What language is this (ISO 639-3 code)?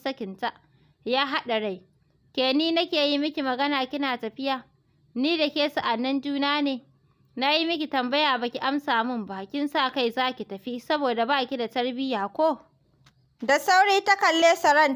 hau